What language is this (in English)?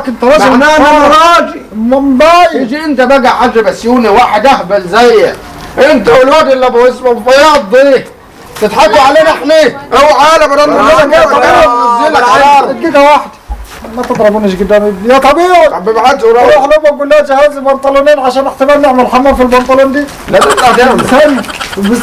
Egyptian Arabic